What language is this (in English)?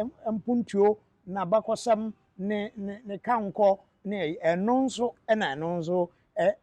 Akan